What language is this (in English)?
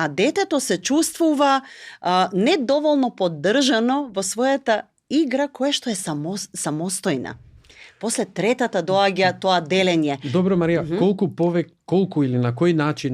Macedonian